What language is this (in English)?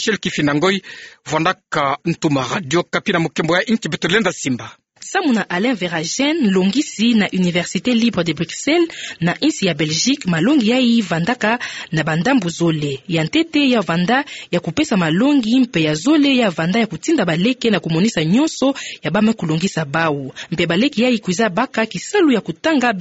Kituba (Democratic Republic of Congo)